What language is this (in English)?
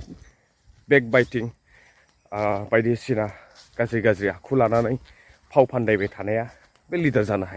Bodo